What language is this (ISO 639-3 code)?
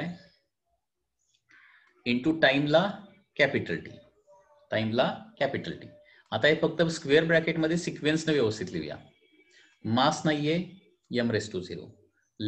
mar